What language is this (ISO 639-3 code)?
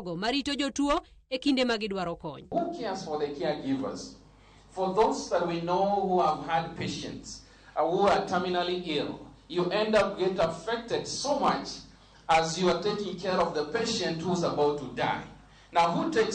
luo